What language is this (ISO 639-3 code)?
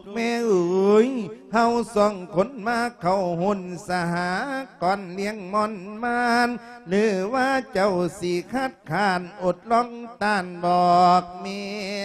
lao